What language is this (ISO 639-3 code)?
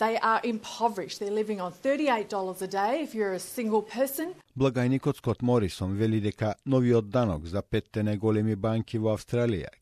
mkd